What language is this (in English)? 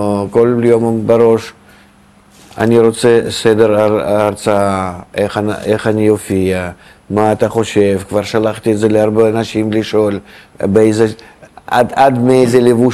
Hebrew